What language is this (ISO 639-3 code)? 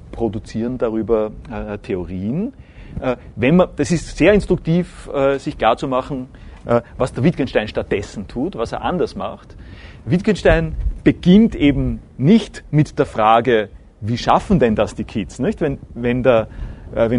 deu